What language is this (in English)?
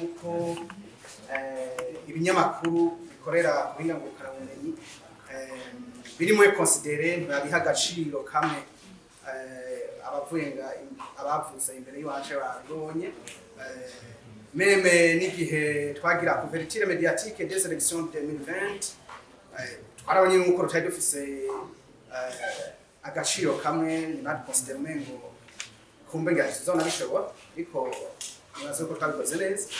Rundi